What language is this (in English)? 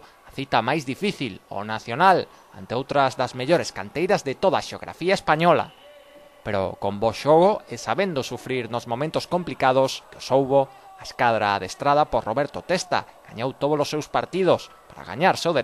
Galician